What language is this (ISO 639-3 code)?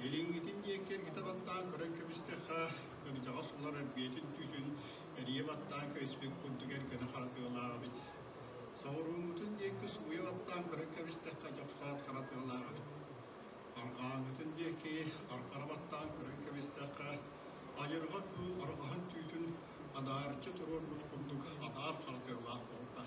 sah